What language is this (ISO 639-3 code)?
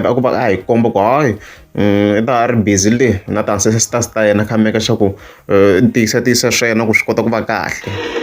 tso